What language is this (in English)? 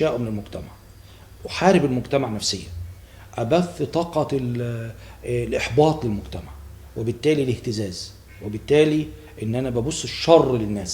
Egyptian Arabic